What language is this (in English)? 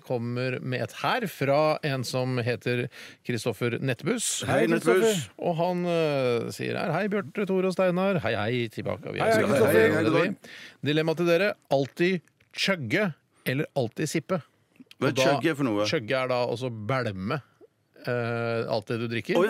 Norwegian